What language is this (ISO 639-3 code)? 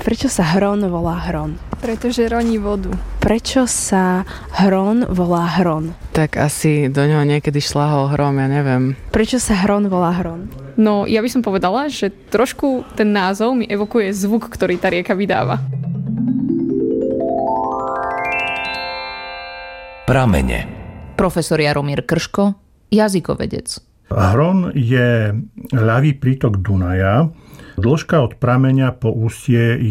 slk